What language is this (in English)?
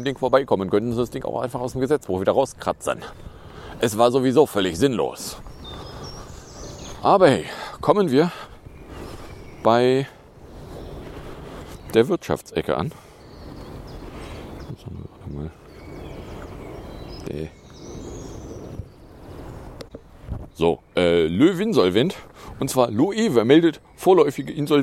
German